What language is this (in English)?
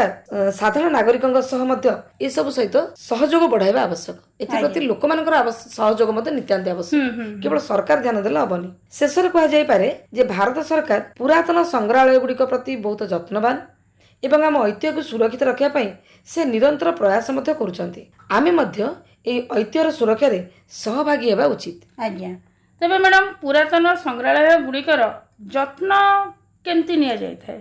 Odia